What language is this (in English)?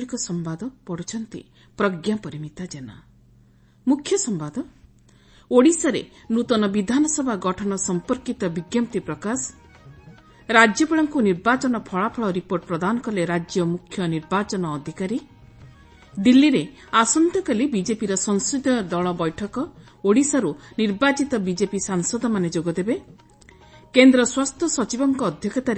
Odia